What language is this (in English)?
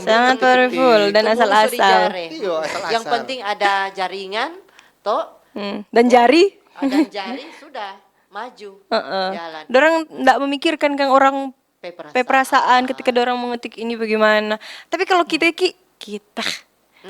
Manado Malay